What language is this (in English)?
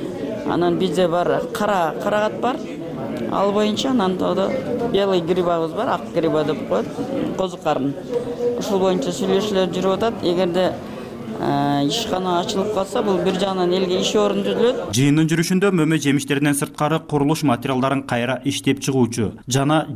Kyrgyz